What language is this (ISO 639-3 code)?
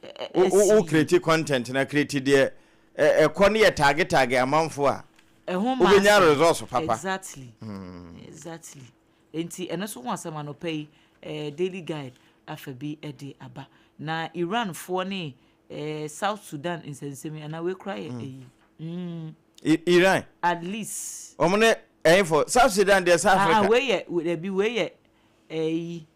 aka